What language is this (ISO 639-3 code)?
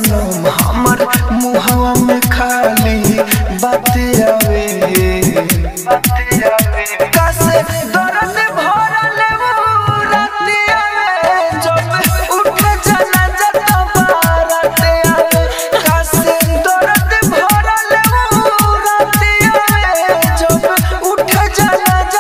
bho